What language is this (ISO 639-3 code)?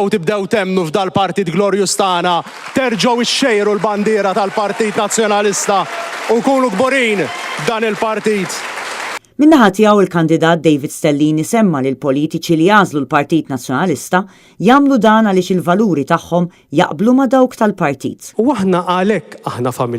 mlt